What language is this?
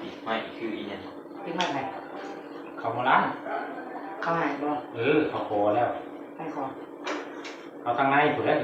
Northeastern Thai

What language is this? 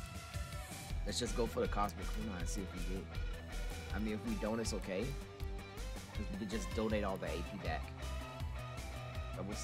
English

